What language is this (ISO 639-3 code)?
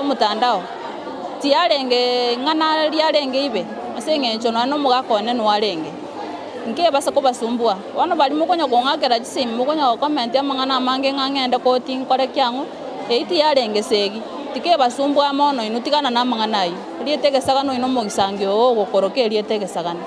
guz